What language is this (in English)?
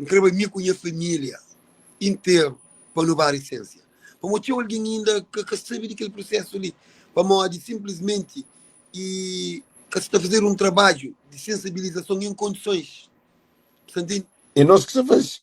Kabuverdianu